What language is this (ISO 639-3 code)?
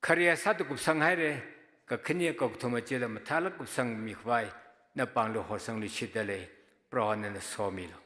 nmf